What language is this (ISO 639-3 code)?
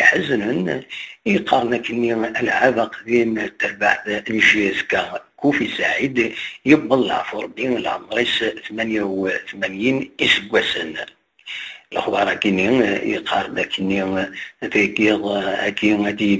kab